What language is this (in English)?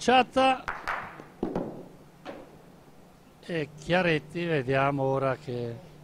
Italian